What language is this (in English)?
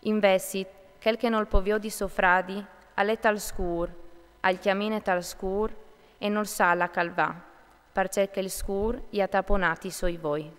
Friulian